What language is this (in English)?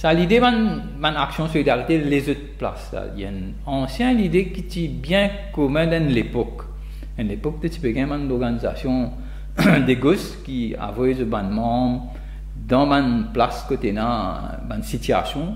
Morisyen